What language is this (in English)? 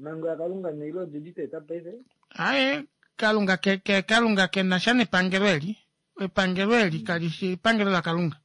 Kuanyama